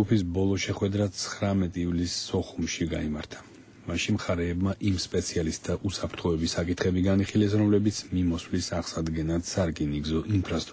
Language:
Georgian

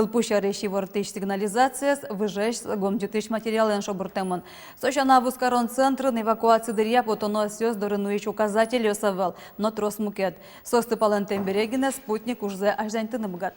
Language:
Udmurt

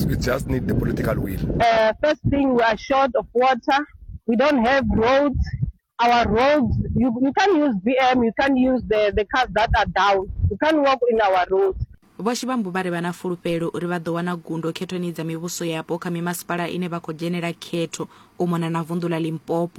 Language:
Venda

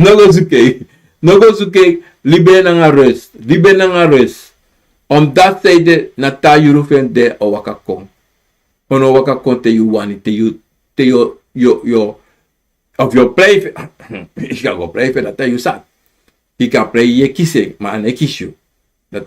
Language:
Sranan Tongo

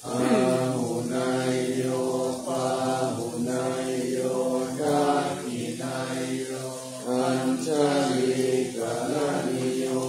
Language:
Pali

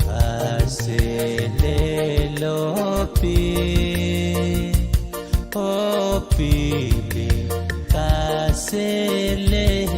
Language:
Pohnpeian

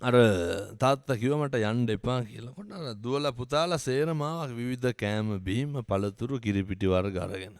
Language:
Sinhala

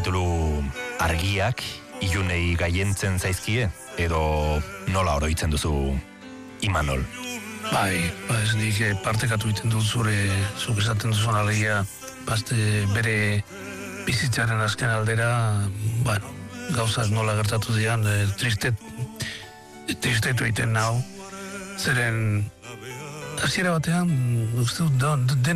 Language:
Basque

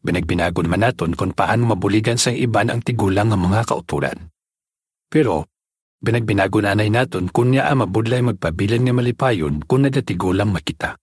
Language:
Hiligaynon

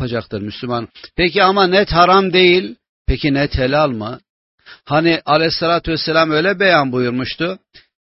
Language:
Turkish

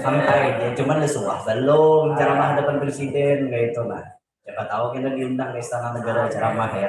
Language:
Banjar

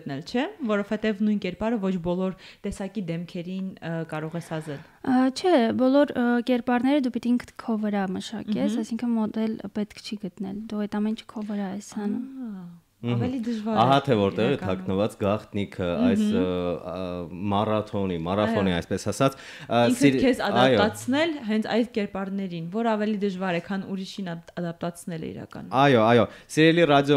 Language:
Armenian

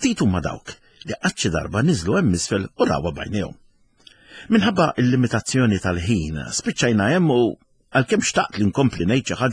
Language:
Maltese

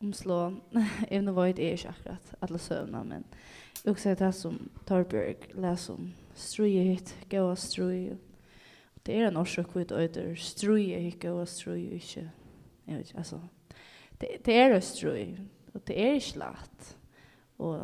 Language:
Faroese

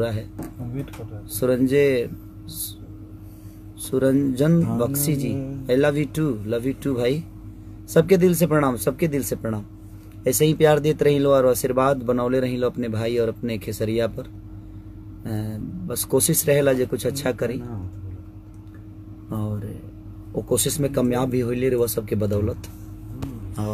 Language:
Bhojpuri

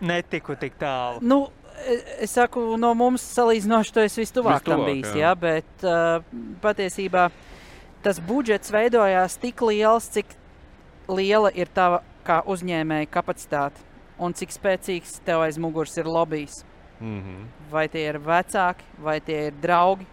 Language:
Latvian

